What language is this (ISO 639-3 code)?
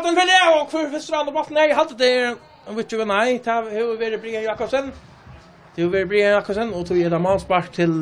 fao